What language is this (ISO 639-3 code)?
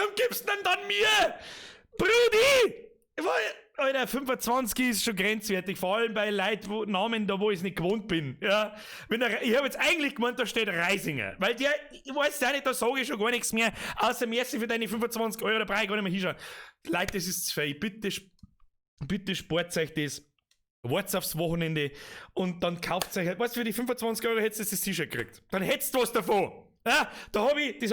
bar